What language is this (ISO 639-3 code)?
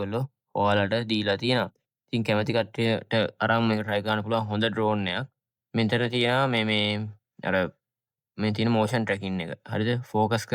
sin